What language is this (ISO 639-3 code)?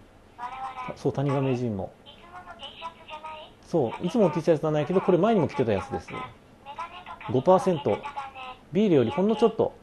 jpn